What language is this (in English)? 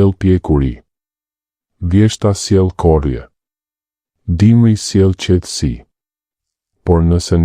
Albanian